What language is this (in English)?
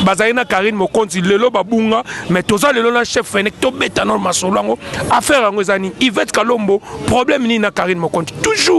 Lingala